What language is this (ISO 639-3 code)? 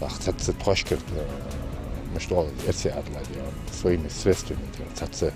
inh